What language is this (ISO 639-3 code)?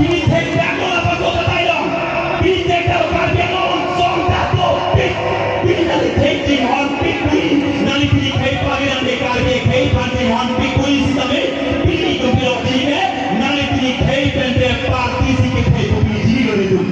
mjw